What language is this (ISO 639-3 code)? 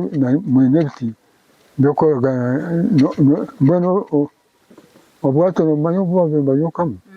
nyn